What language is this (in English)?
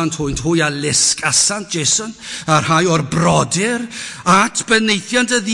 Welsh